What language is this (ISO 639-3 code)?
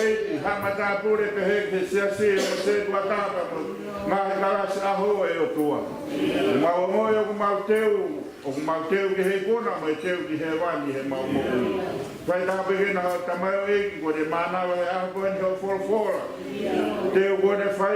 ton